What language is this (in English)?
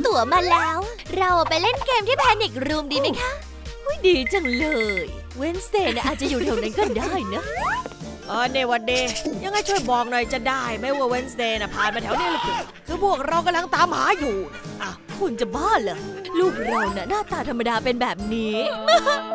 Thai